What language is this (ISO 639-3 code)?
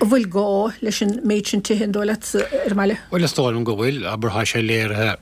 gle